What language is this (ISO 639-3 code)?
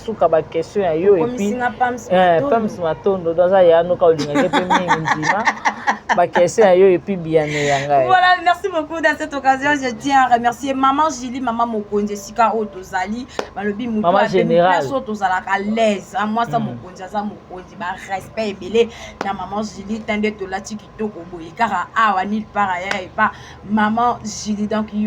lin